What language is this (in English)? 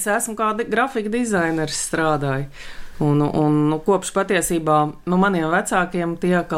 Latvian